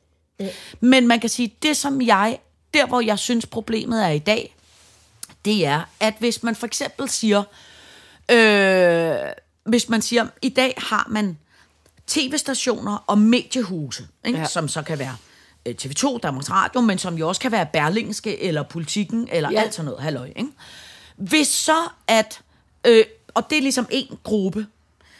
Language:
Danish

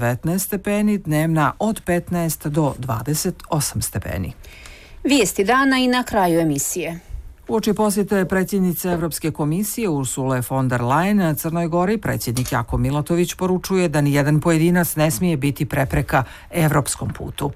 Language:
Serbian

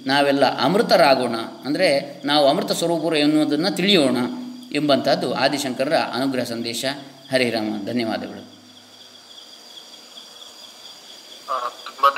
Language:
Kannada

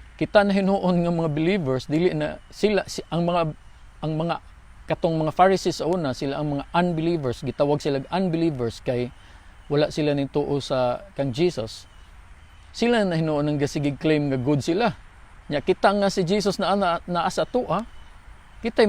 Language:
Cebuano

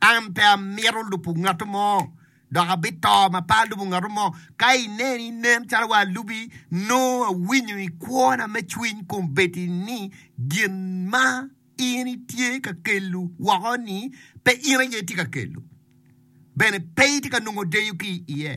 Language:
Acoli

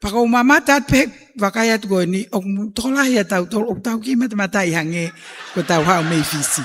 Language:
Tongan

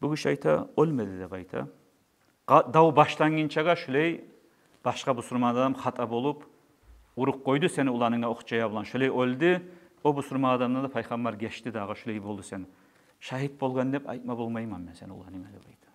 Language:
Kumyk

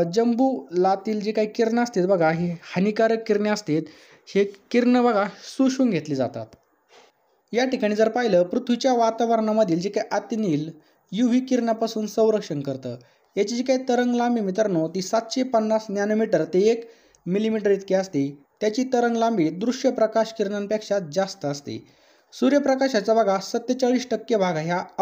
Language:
Marathi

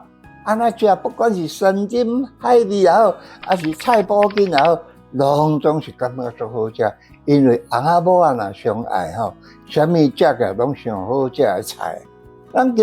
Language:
Min Nan Chinese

